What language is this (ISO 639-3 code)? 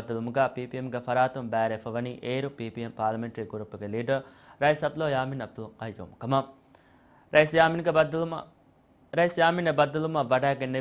div